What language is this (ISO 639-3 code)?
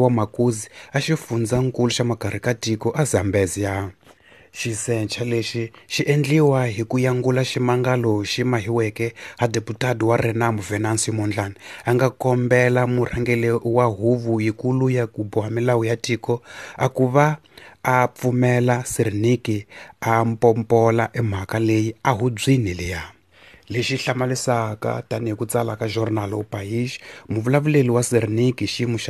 tso